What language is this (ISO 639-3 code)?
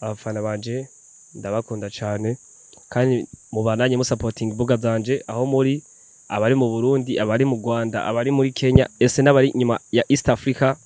run